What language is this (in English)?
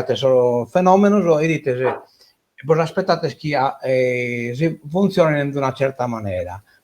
Sardinian